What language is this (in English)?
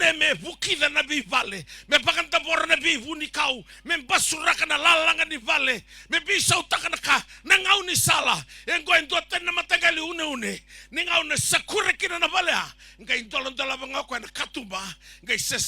Fijian